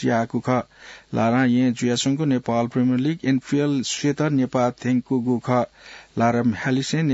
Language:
Newari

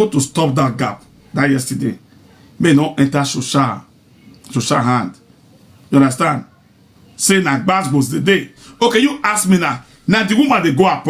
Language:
Nigerian Pidgin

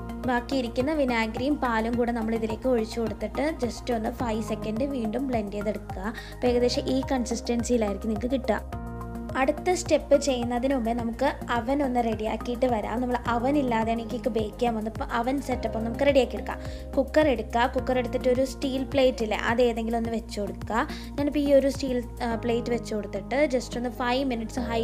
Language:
Malayalam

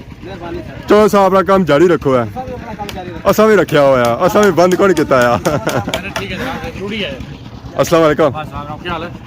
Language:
Pahari-Potwari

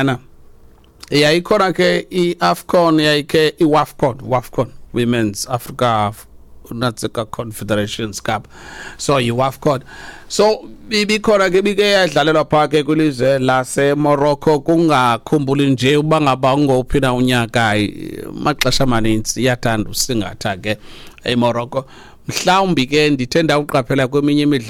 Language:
Xhosa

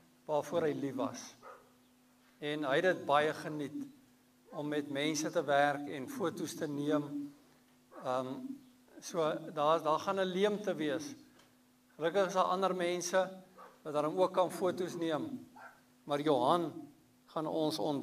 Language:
Afrikaans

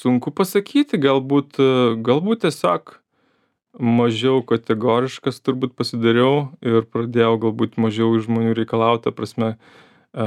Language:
Lithuanian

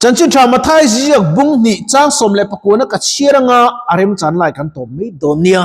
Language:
Mizo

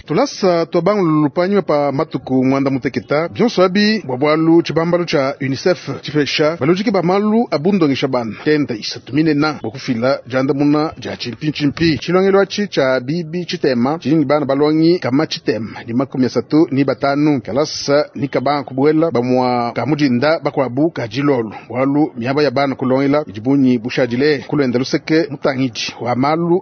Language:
Luba-Lulua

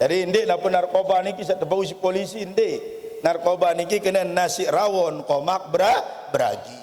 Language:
Sasak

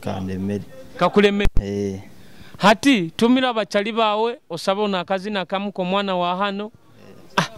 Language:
Nyoro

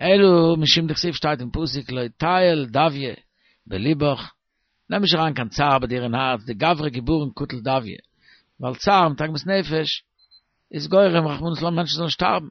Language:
Yiddish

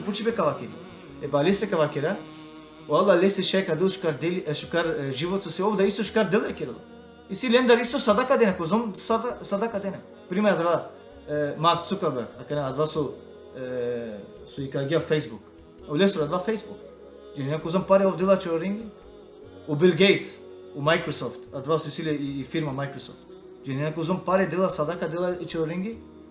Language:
Balkan Romani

